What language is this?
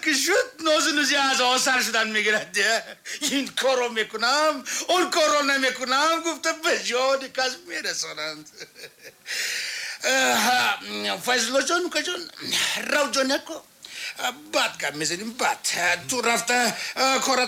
Tajik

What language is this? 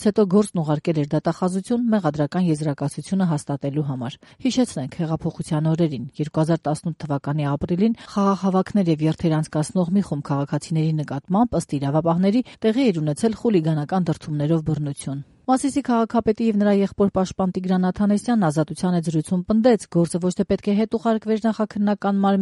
Armenian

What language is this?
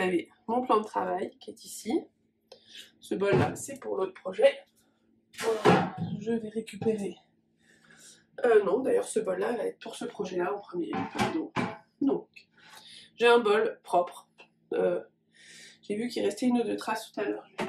French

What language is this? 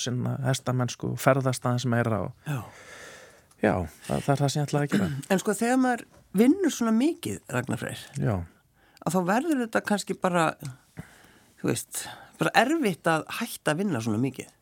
Icelandic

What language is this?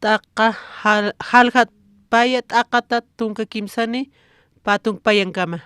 Aymara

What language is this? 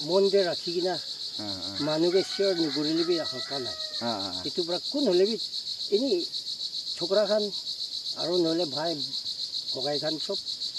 Naga Pidgin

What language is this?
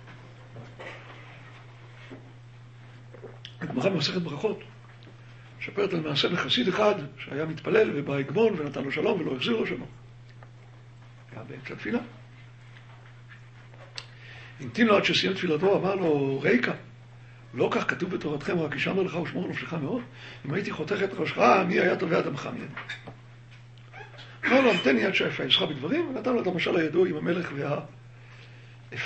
Hebrew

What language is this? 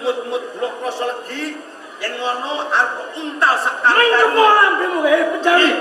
Javanese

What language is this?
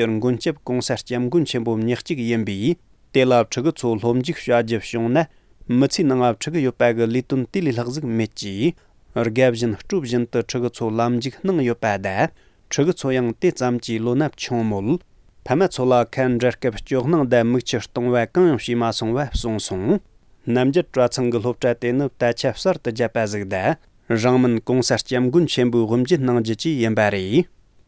Tibetan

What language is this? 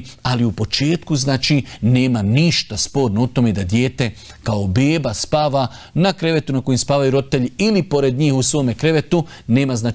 Bosnian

